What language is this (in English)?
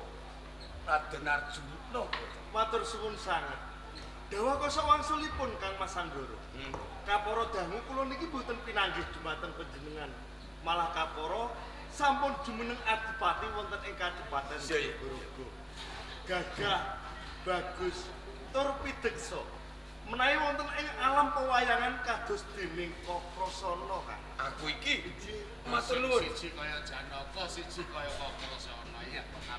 Javanese